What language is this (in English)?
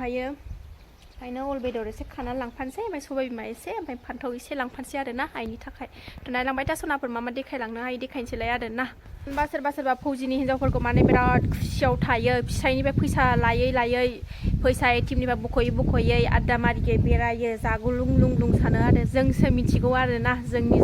Bodo